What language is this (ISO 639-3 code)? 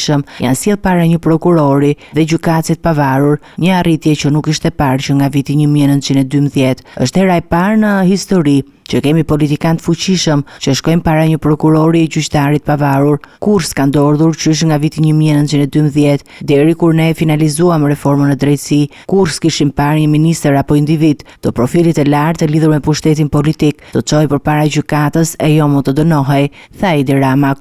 sqi